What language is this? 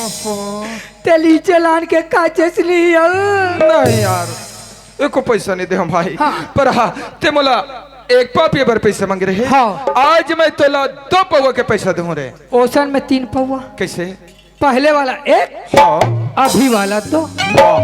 Chhattisgarhi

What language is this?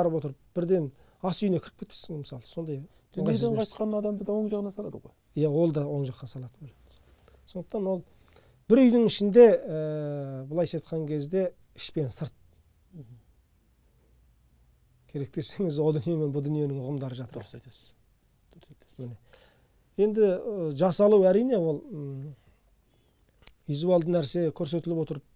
Kazakh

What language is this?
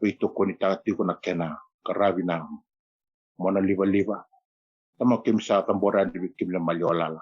Fijian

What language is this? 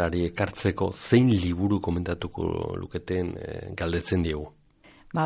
Basque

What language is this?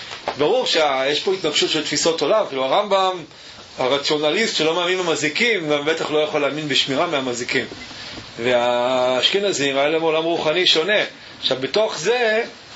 Hebrew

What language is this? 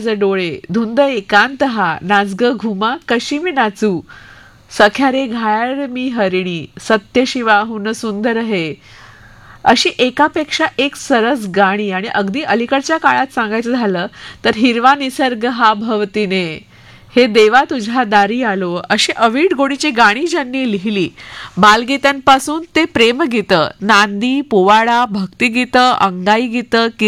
Marathi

